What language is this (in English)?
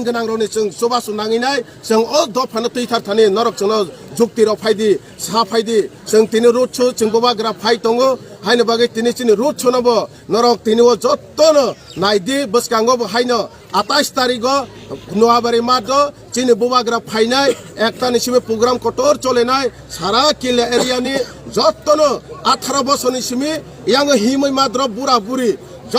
Kok Borok